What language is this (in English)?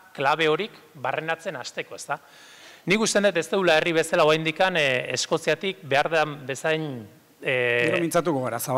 Basque